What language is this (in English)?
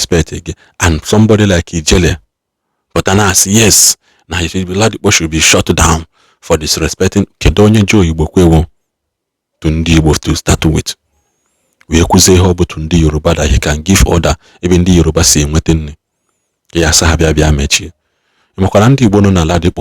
Igbo